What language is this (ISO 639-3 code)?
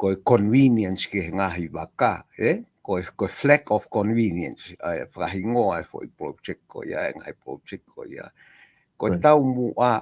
ton